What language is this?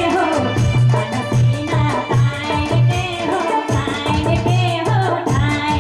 Sadri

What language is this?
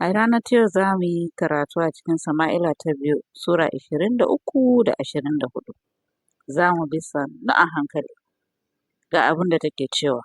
Hausa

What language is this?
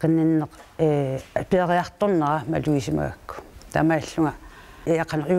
Kalaallisut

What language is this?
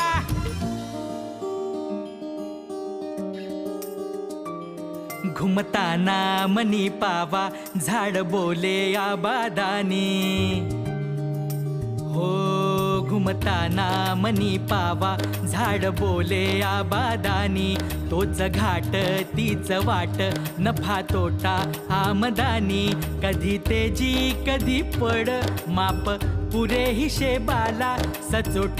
Marathi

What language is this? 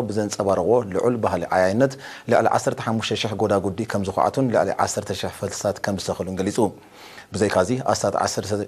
Tigrinya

